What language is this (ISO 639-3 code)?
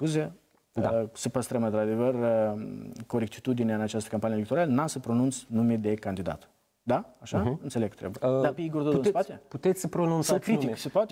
ron